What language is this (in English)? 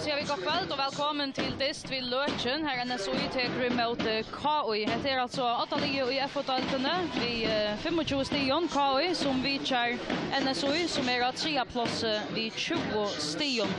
Faroese